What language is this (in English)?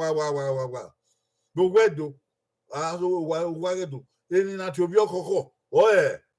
Bini